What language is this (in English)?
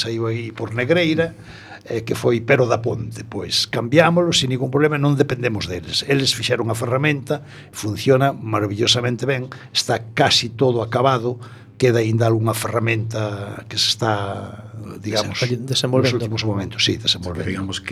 Galician